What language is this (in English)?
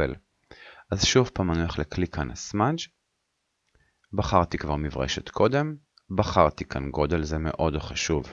Hebrew